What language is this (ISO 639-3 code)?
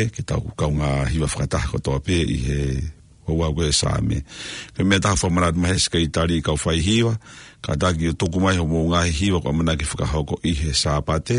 ton